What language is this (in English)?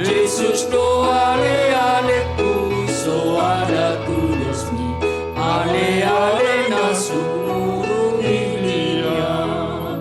Batak Toba